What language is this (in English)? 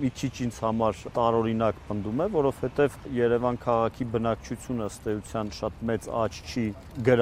Armenian